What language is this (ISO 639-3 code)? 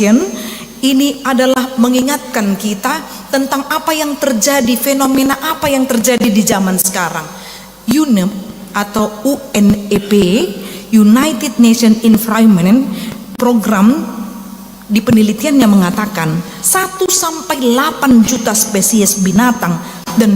bbc